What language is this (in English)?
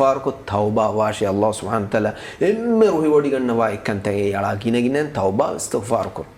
Divehi